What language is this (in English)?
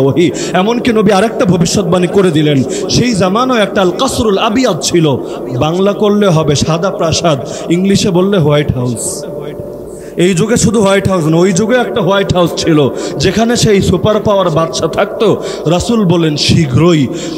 Bangla